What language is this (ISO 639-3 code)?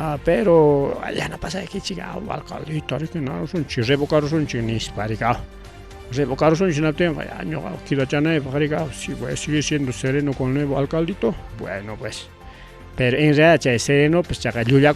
quy